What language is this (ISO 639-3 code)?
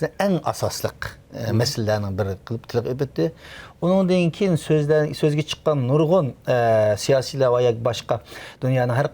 uig